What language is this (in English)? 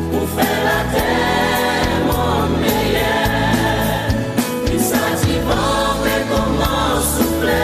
Seselwa Creole French